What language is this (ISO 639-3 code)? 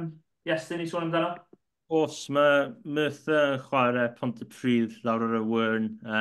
cym